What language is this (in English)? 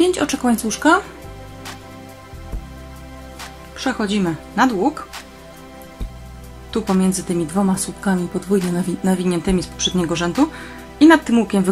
Polish